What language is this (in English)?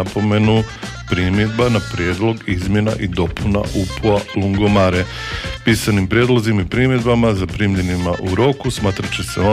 Croatian